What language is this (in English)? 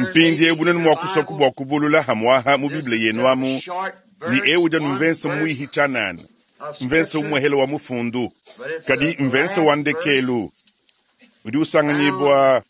Luba-Lulua